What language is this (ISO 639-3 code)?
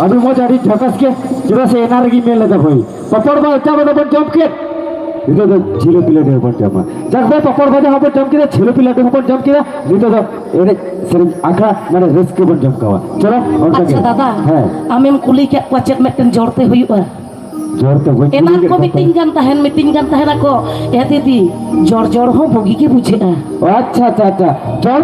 sat